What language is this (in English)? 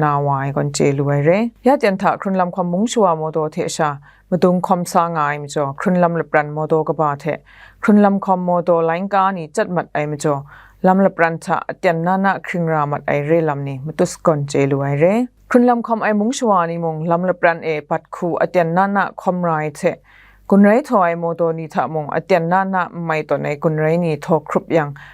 Kachin